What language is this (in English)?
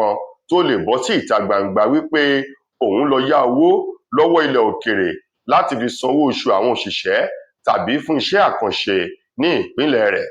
Yoruba